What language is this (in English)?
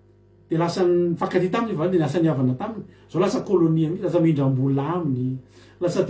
Malagasy